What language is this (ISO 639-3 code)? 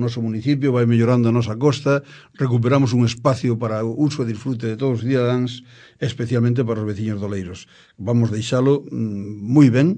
glg